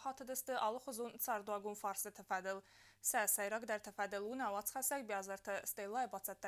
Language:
Ossetic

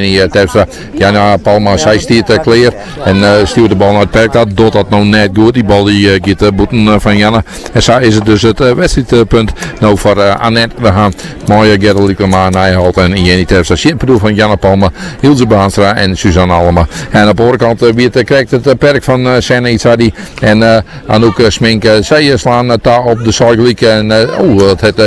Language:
Dutch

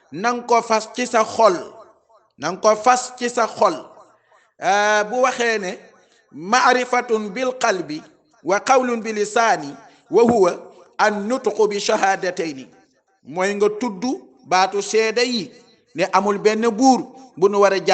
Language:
Wolof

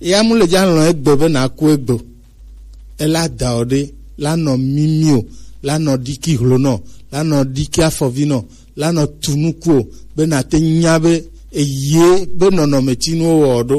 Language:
Gen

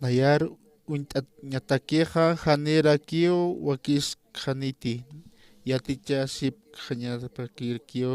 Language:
Aymara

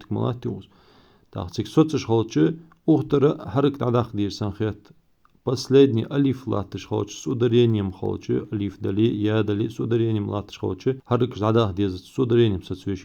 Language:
Ingush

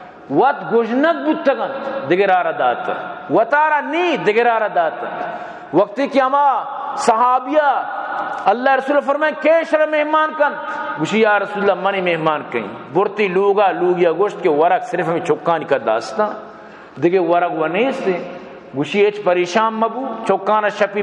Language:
Baluchi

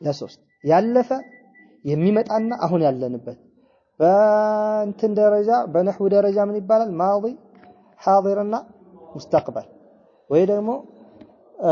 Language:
Amharic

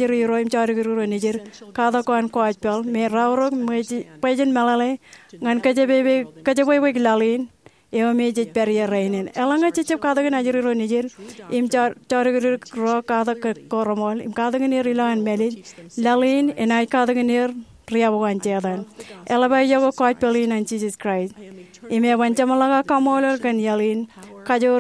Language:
Marshallese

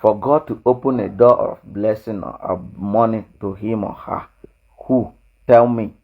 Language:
Igbo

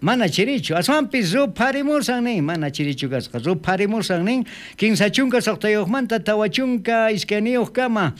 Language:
South Bolivian Quechua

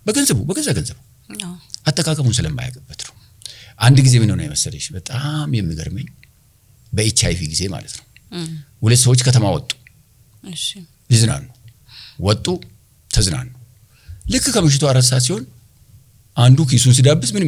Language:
Amharic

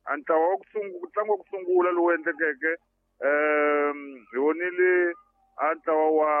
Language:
Tsonga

